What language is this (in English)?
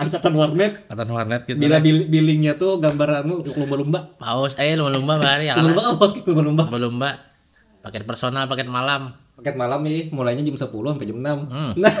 Banjar